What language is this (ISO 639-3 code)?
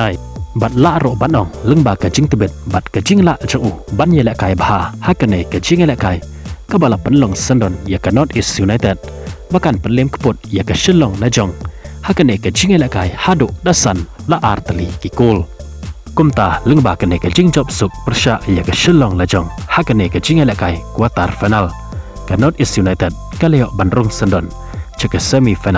kha